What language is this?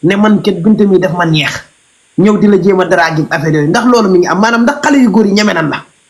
Wolof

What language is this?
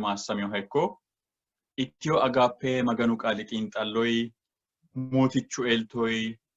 Sidamo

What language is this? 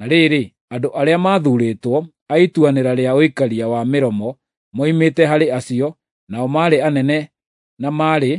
Kikuyu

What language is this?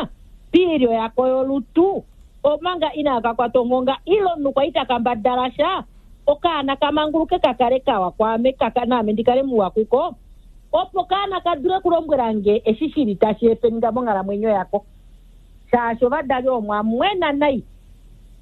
Kuanyama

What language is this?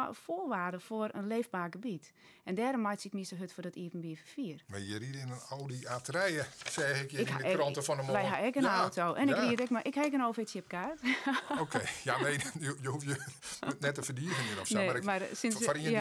Western Frisian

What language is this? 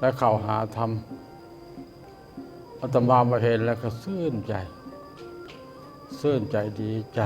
Lao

